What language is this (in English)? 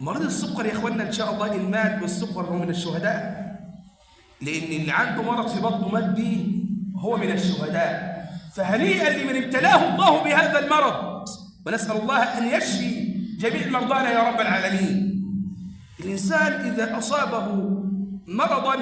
Egyptian Arabic